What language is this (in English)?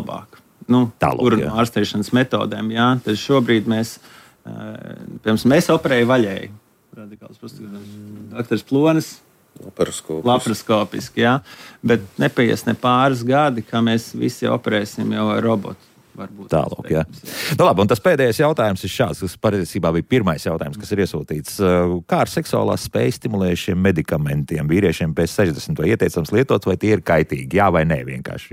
Latvian